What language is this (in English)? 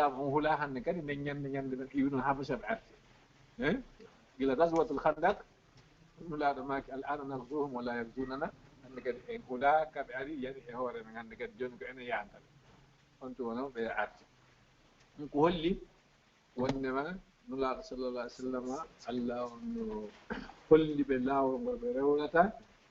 Fula